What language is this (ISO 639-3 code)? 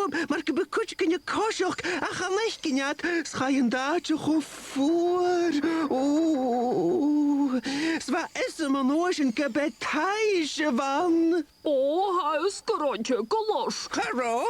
gla